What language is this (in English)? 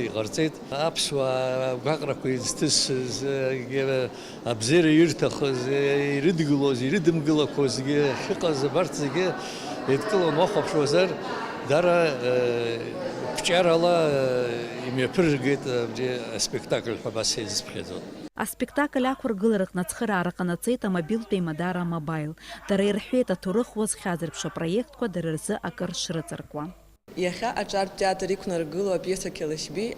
Abkhazian